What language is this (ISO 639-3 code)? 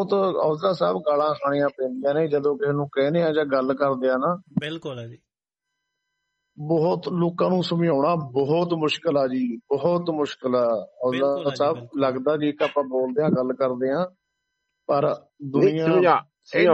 pan